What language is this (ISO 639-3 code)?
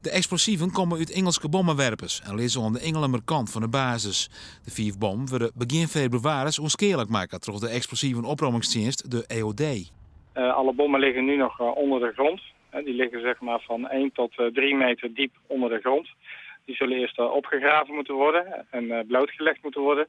fry